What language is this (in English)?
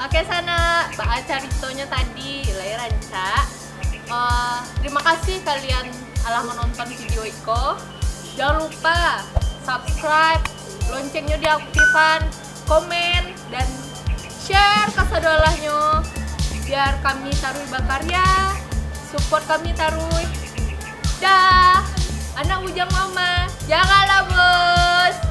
Minangkabau